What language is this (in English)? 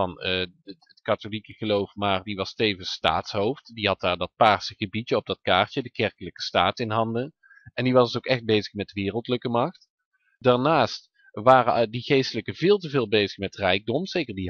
Dutch